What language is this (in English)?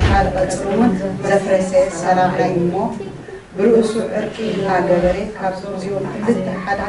Tigrinya